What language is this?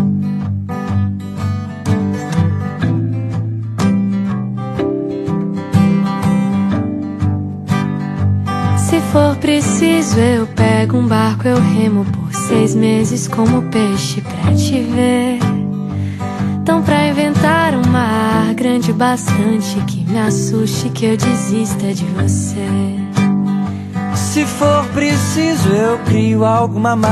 Portuguese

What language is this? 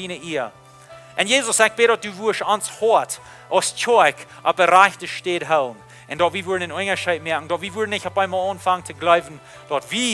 Plautdietsch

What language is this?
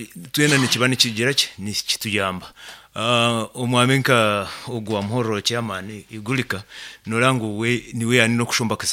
Nyoro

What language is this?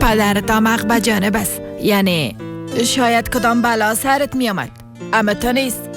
Persian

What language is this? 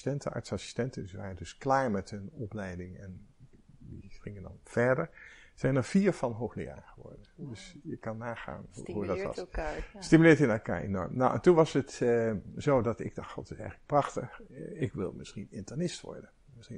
Dutch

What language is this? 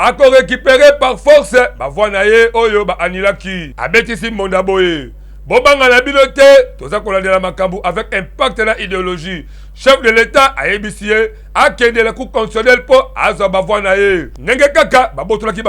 Lingala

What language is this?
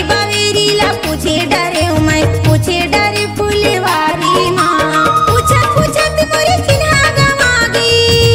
Chhattisgarhi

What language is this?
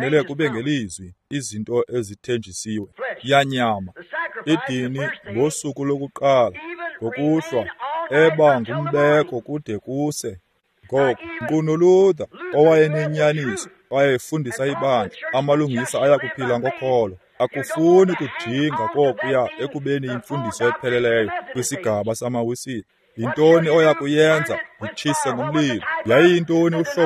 Xhosa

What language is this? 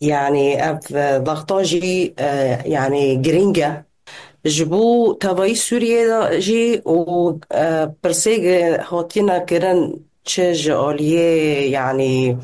Kurdish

